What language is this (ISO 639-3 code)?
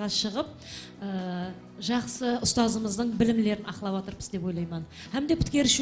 kaa